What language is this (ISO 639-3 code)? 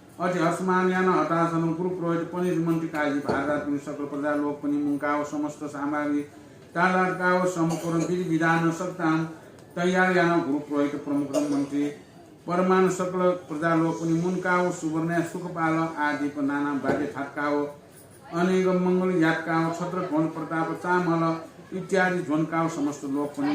new